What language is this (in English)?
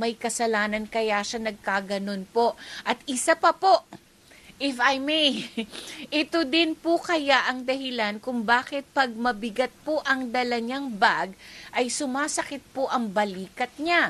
Filipino